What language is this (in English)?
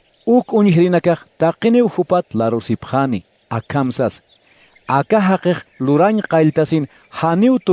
Aymara